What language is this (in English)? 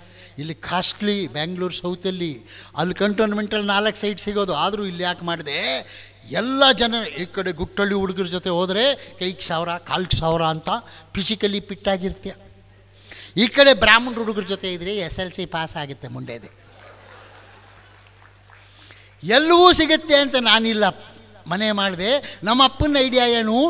Kannada